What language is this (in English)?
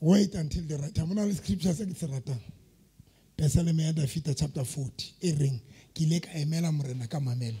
Southern Sotho